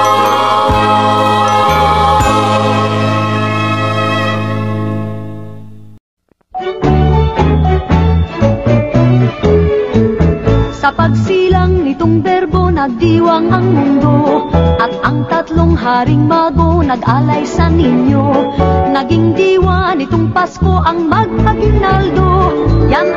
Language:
Filipino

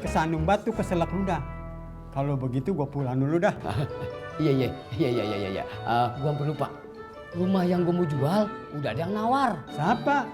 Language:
Betawi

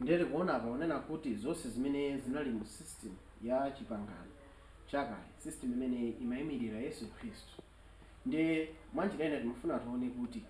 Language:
Nyanja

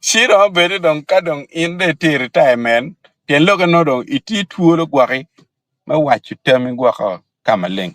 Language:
Acoli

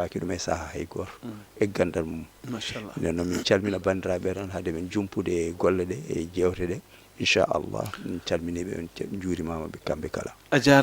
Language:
Fula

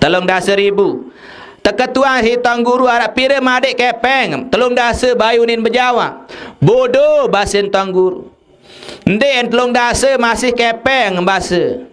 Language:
Sasak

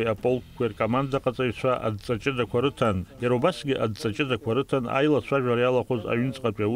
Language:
Abkhazian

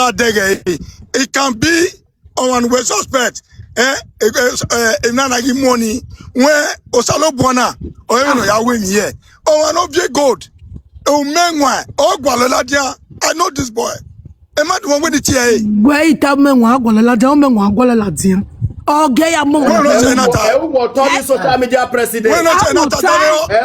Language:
Nigerian Pidgin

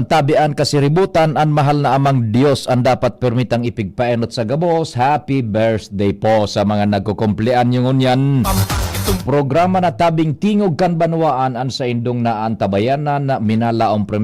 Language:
Bikol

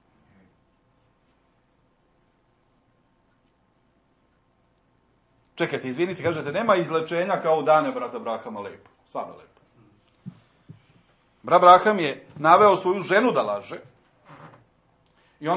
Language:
Serbian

